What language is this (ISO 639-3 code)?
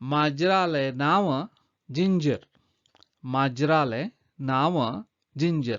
kok